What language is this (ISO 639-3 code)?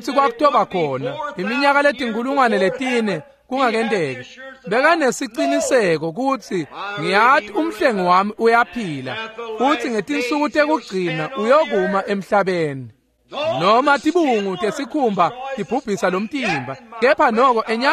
ssw